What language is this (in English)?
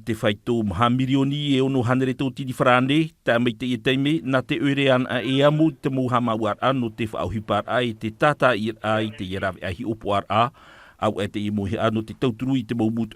Tahitian